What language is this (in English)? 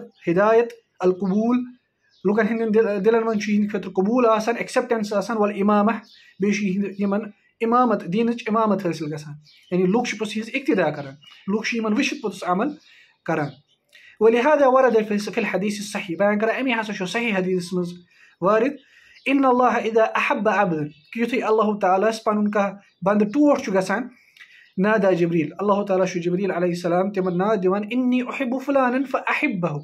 Kashmiri